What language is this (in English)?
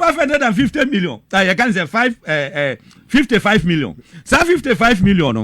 Akan